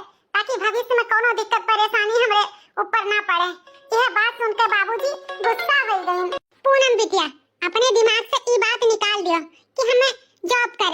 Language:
Awadhi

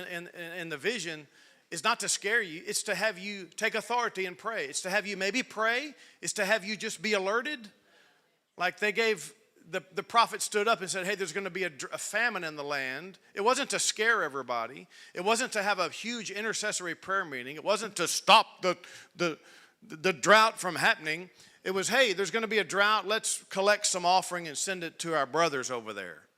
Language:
English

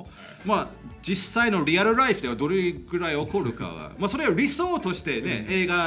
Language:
Japanese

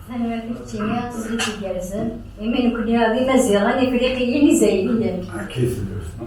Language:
Kabyle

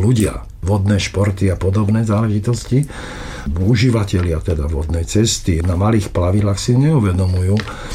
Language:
Slovak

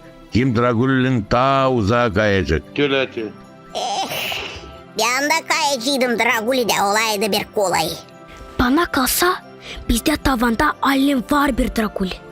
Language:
Gagauz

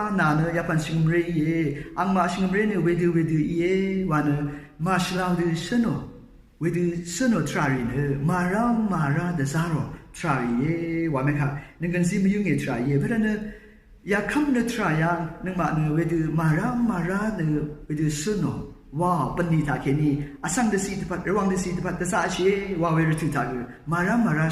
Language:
Rawang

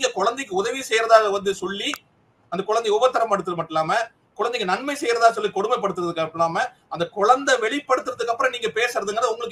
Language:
Tamil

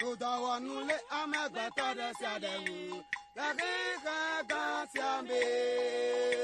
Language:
Ewe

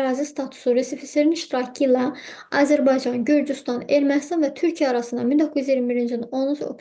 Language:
Azerbaijani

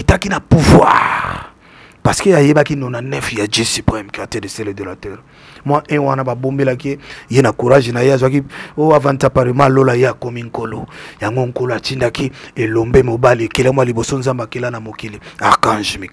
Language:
Lingala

